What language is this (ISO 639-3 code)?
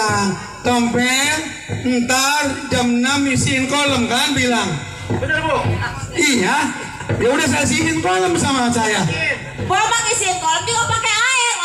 bew